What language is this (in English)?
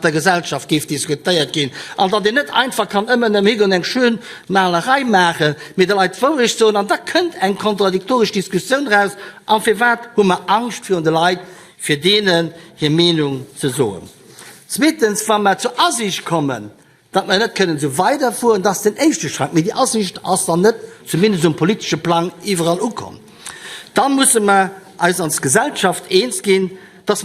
Luxembourgish